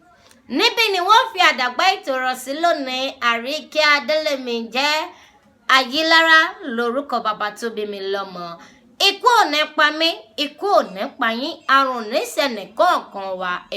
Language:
Yoruba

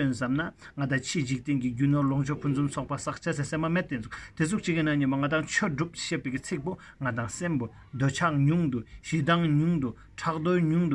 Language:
Tibetan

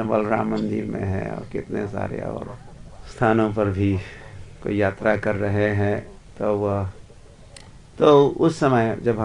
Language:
Hindi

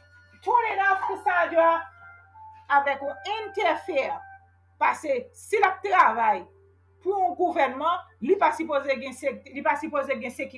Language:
Haitian Creole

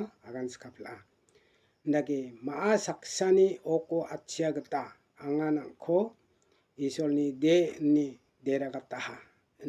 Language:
Garo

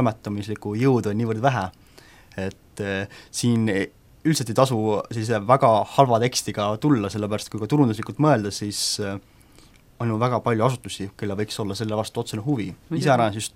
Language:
Estonian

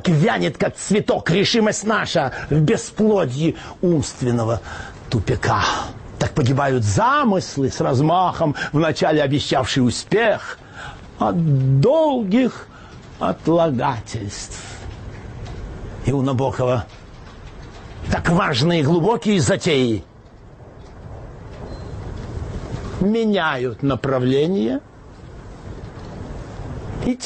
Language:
Russian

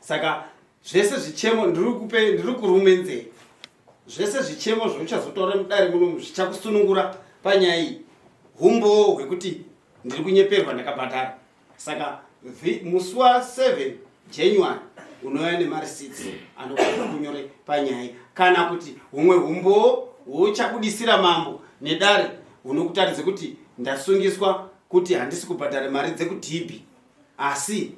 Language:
Shona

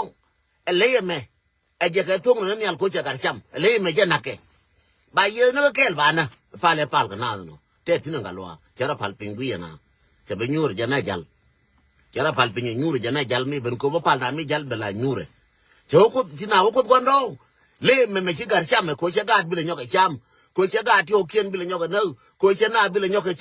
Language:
Nuer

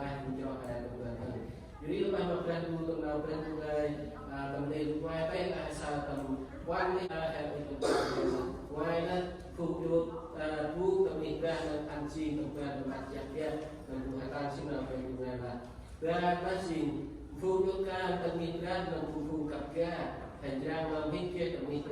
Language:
Central Mnong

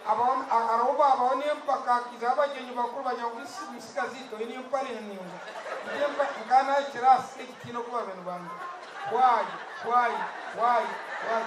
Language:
Nyankole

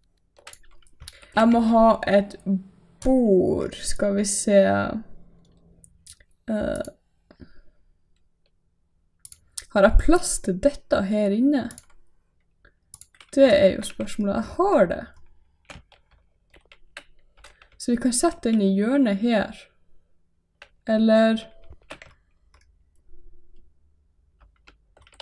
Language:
Norwegian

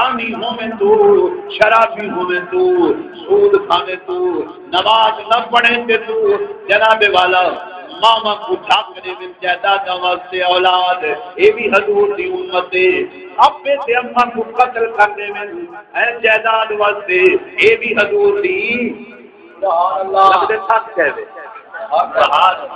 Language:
Saraiki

